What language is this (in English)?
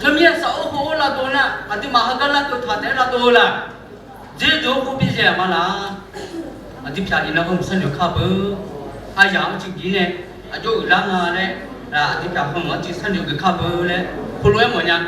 Akha